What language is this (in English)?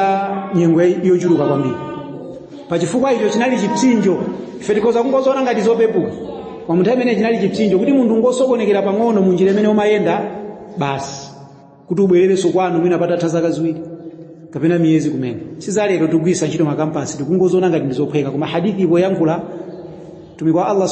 Nyanja